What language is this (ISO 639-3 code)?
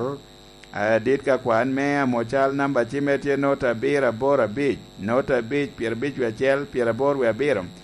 laj